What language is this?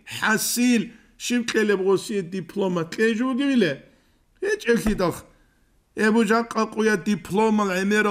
Avaric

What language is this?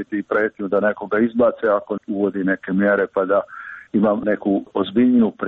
Croatian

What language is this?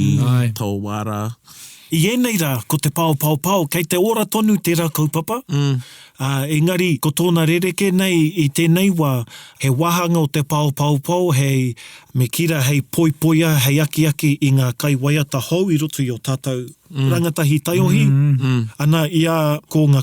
Māori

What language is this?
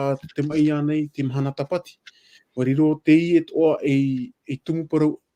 Tahitian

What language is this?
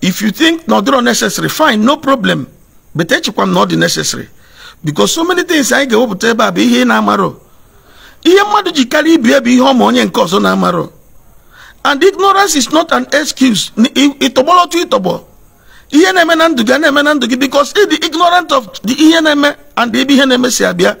Igbo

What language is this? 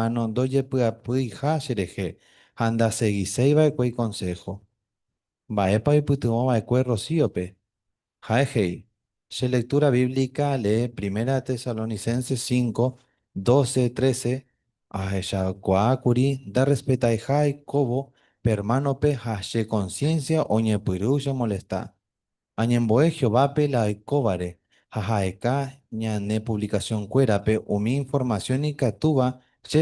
Guarani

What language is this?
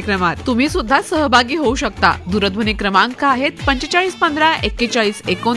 Marathi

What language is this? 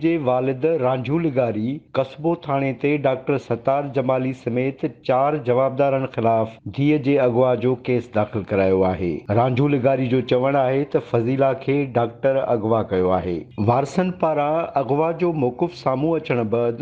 Sindhi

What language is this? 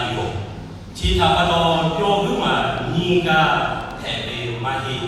Lahu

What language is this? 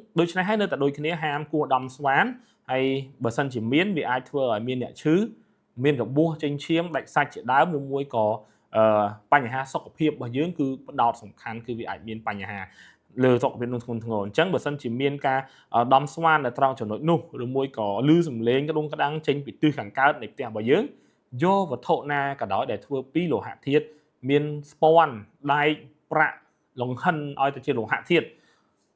Khmer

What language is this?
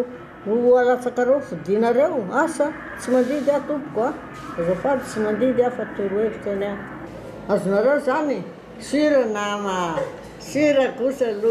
Malagasy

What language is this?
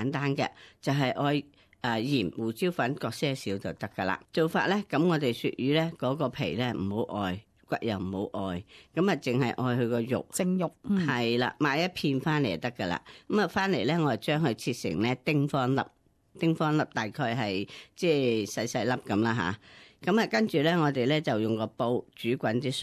Cantonese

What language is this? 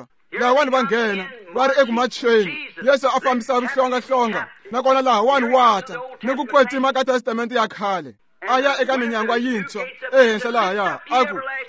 Tsonga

